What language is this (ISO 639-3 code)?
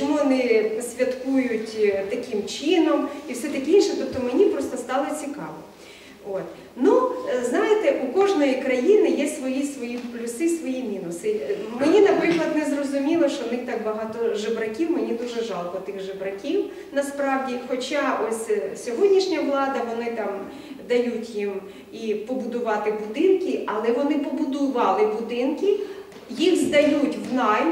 ukr